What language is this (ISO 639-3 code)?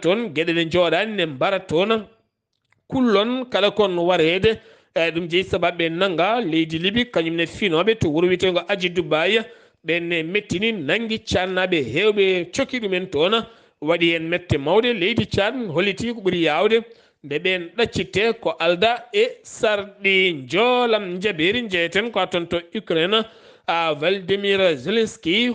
ful